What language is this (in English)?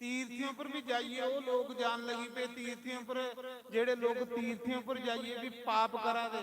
Dogri